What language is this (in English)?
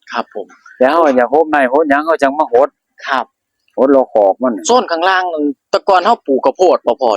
Northeastern Thai